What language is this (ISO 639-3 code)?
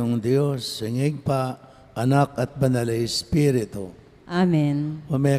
pam